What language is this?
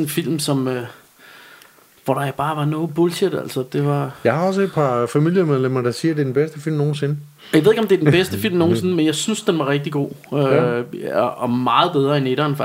Danish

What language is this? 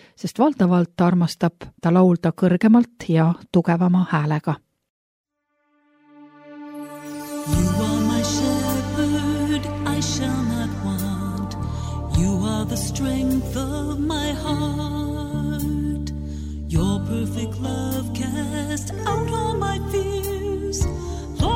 Estonian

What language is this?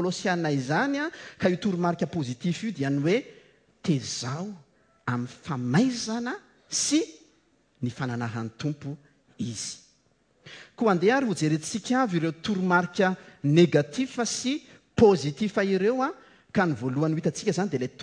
Malagasy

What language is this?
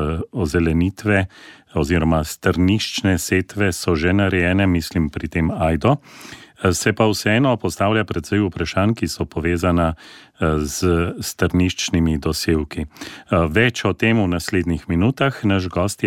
Slovenian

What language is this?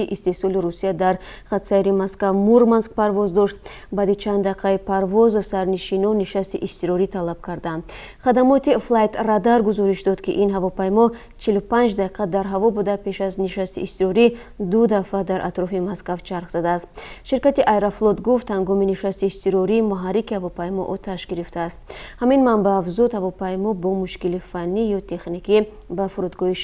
Tajik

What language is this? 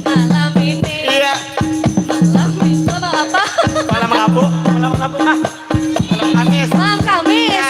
Banjar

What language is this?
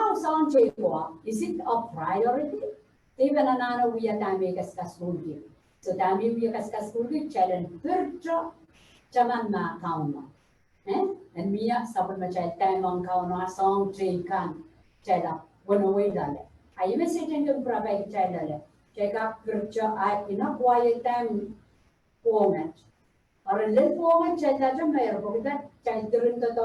Pohnpeian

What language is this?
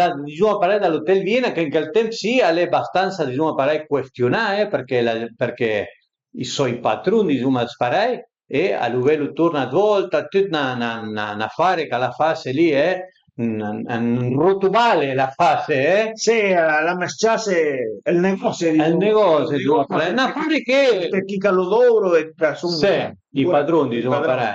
Piedmontese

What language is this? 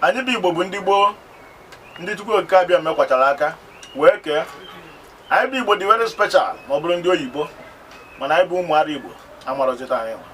Igbo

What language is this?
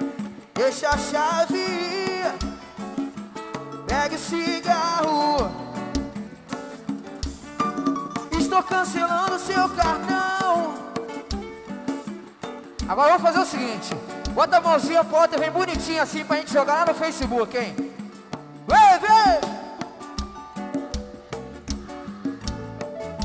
Portuguese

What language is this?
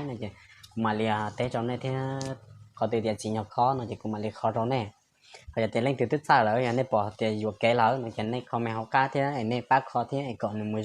Hmong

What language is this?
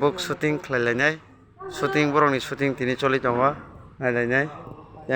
Kok Borok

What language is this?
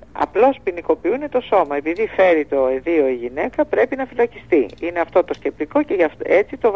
Greek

